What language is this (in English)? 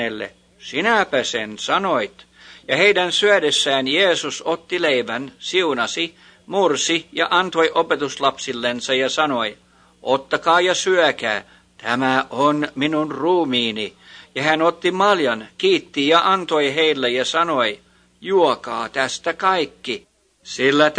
Finnish